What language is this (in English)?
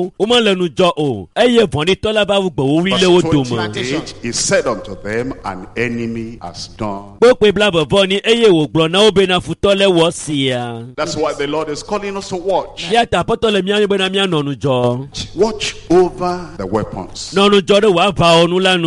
Ewe